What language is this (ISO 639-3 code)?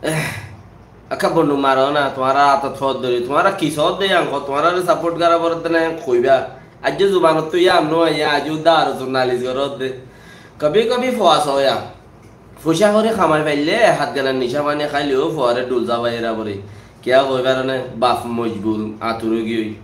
rhg